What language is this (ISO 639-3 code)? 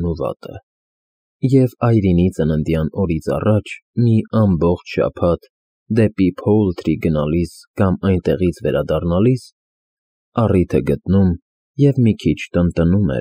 hye